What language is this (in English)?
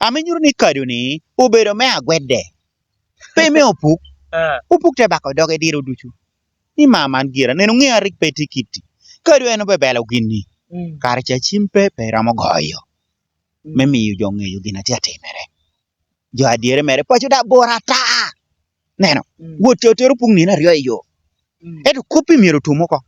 Lango (Uganda)